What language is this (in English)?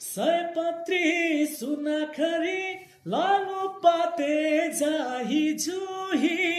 Nepali